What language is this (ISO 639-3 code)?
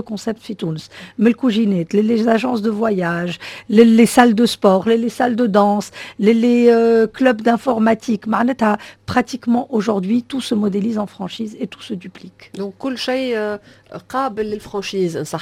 aeb